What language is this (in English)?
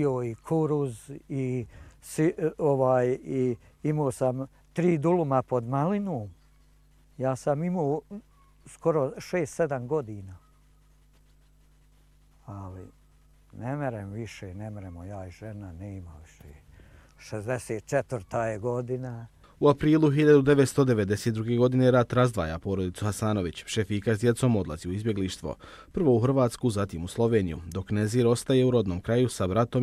Bosnian